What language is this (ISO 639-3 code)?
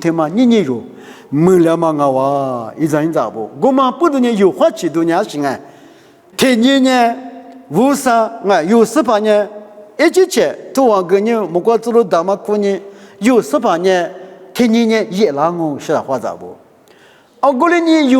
lis